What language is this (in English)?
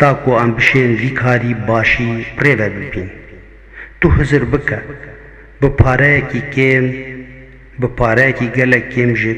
Kurdish